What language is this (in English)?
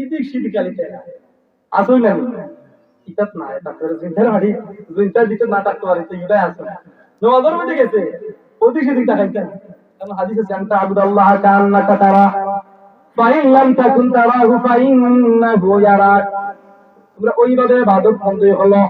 Sylheti